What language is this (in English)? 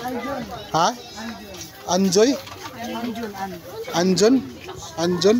Cebuano